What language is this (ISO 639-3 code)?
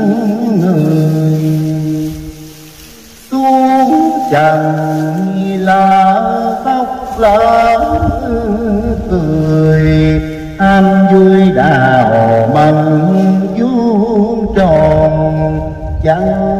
vie